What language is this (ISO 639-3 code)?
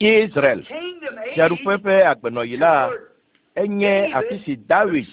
ewe